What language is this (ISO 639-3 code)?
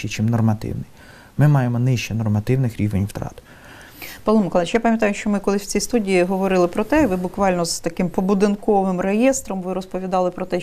ukr